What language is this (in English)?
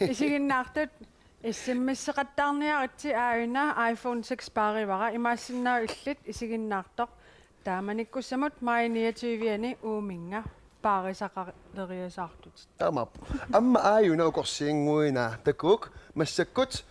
Kalaallisut